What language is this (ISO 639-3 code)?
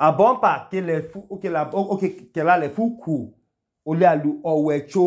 idu